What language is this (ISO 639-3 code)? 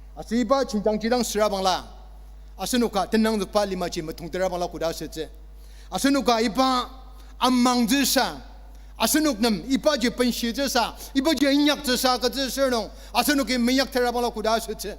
njo